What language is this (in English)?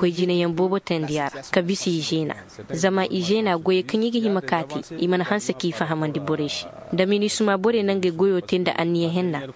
Zarma